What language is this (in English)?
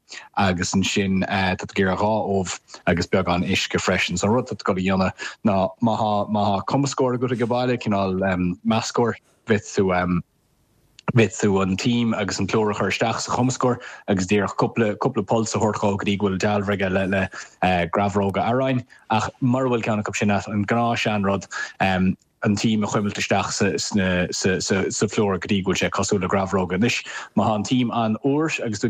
Irish